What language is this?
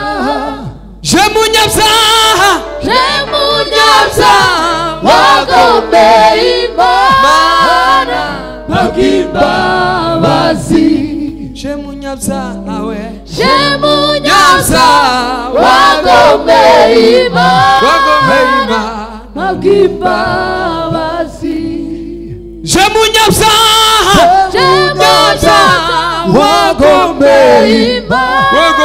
Kinyarwanda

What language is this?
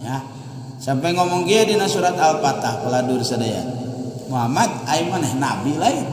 Sundanese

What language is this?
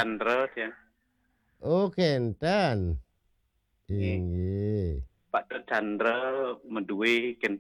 Balinese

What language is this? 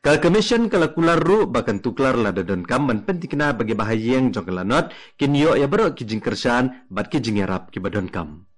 Khasi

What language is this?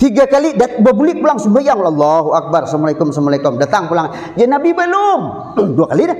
Banjar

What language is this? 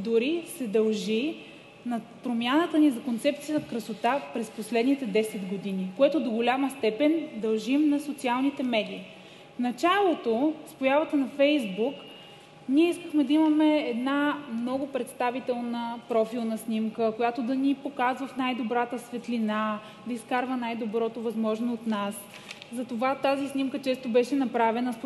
Bulgarian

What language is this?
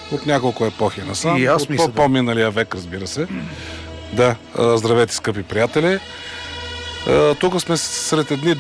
Bulgarian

